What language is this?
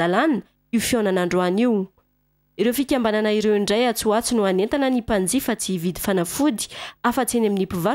Malagasy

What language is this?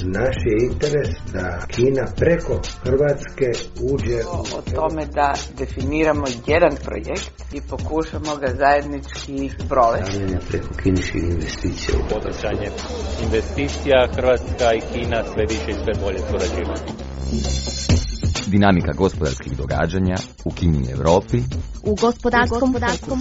Croatian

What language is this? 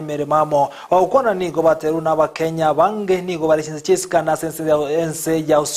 Gusii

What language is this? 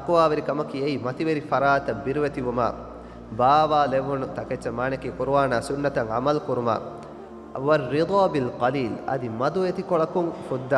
Divehi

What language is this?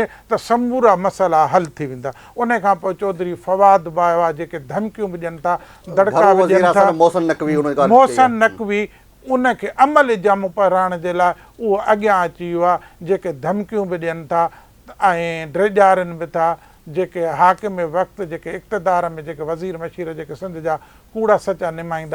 Sindhi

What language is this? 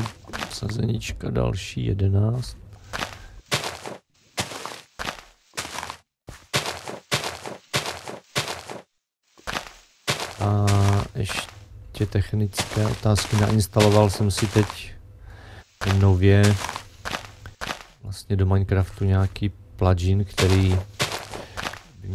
Czech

